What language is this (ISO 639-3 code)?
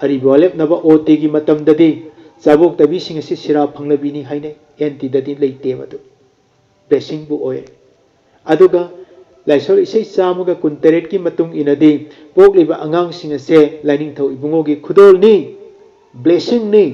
mni